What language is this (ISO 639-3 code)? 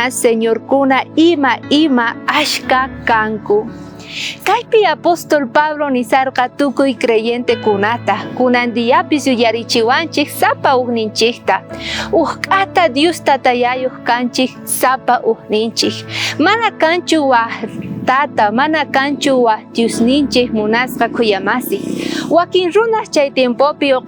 quh